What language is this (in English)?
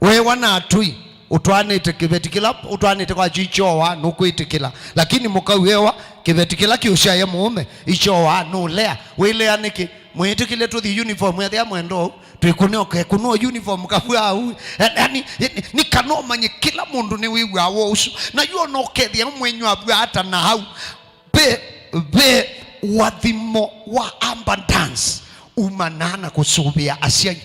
Kamba